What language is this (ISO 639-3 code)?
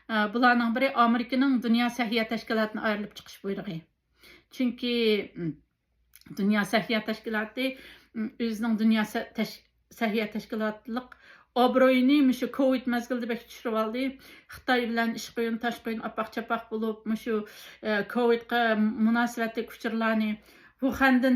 uig